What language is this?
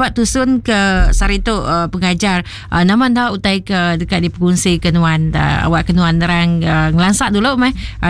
Iban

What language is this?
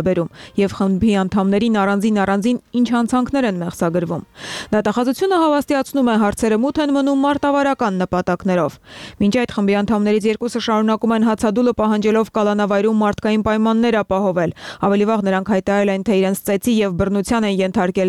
Armenian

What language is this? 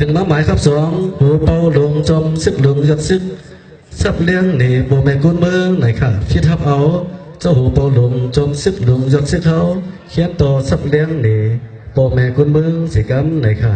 Shan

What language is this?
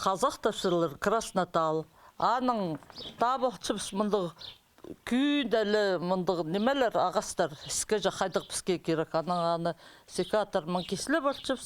Khakas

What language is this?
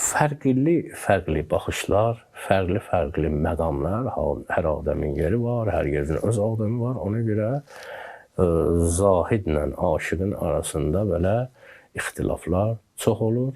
Azerbaijani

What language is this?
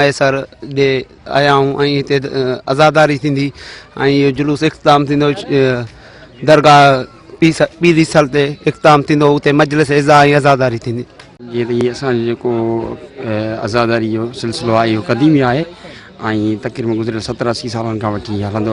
Sindhi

